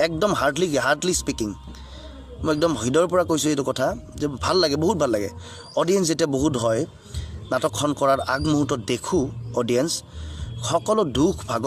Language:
Assamese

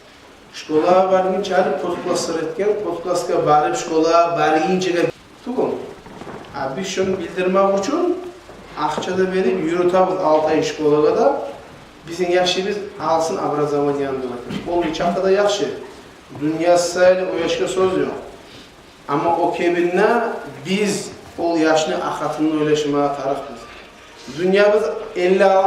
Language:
Kumyk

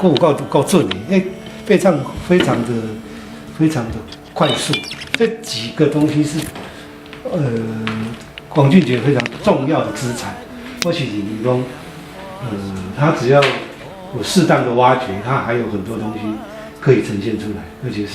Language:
Min Nan Chinese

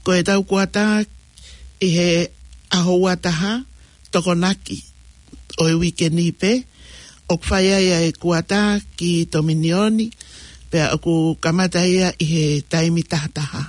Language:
Tongan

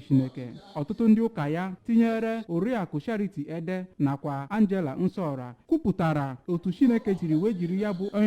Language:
Igbo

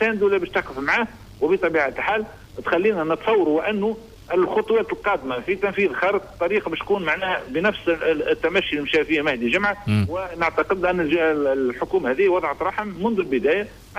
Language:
Tunisian Arabic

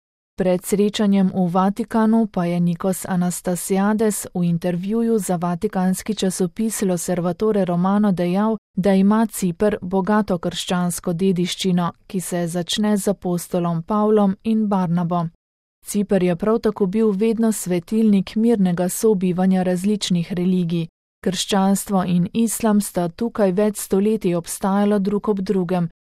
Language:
Slovenian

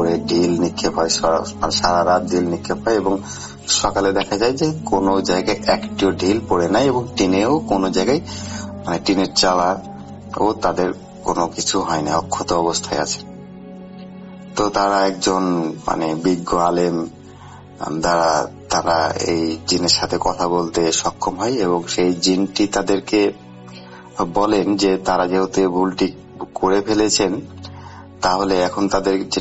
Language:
Bangla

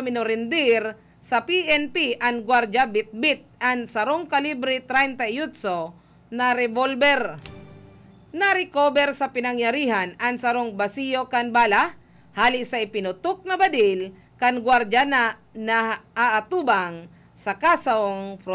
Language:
Bikol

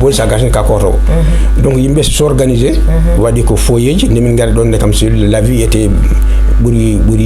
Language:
Fula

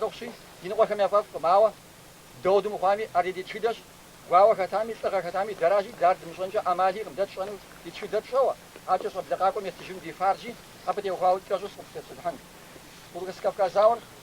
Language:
Kabardian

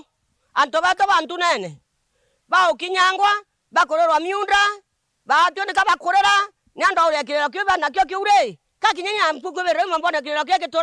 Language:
Meru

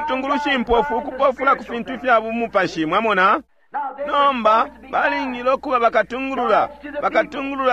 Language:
Bemba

